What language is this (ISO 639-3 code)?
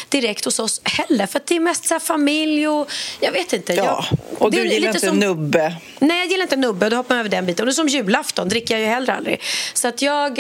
swe